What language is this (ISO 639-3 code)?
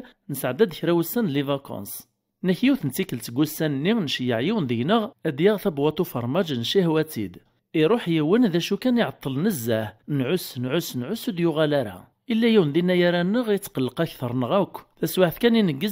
kab